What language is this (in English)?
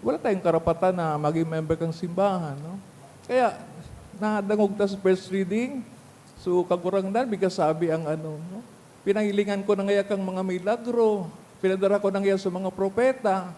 Bikol